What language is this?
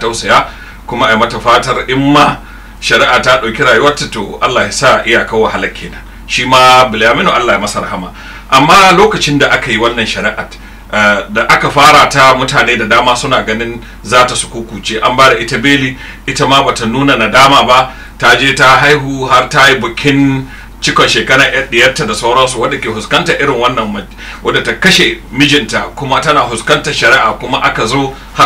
Hausa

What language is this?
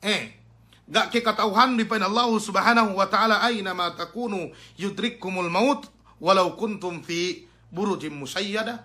Yakan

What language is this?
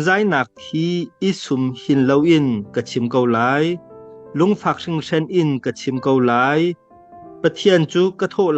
Hakha Chin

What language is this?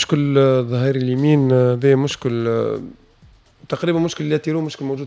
Tunisian Arabic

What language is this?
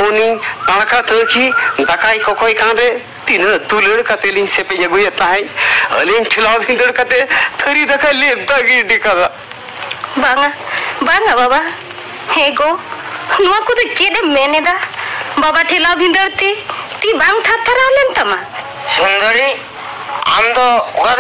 Santali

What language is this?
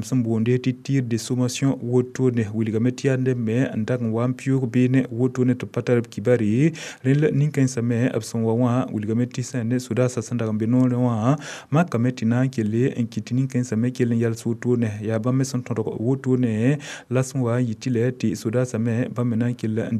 Mossi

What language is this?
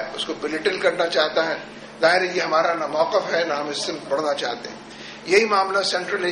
Urdu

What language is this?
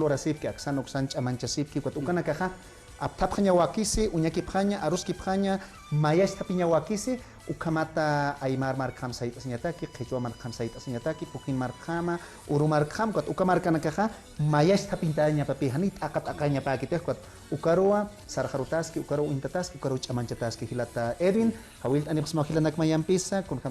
Aymara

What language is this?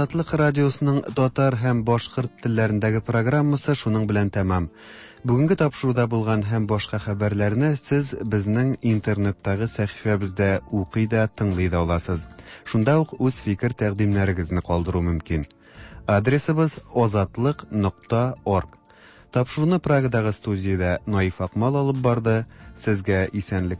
Tatar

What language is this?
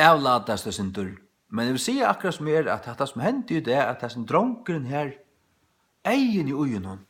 Faroese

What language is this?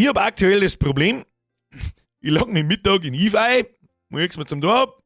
Bavarian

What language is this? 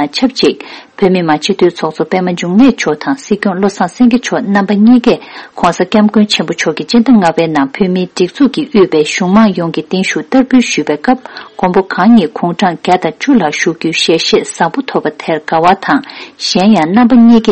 Tibetan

